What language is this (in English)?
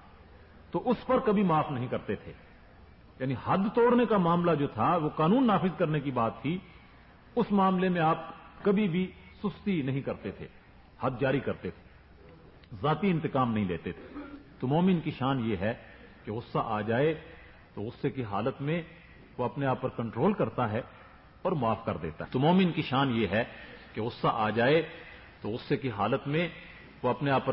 Urdu